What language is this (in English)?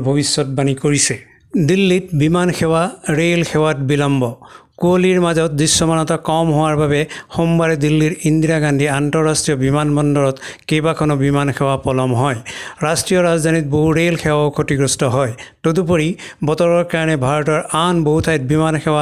Assamese